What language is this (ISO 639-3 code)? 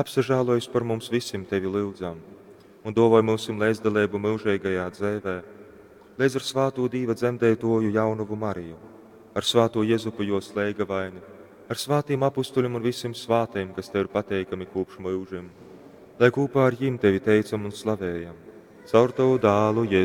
ltg